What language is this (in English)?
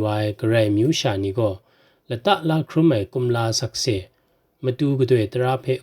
Kachin